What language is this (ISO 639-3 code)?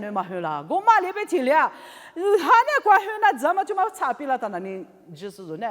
lis